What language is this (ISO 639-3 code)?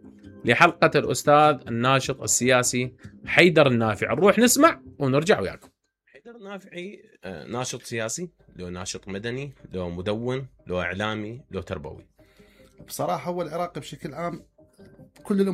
acm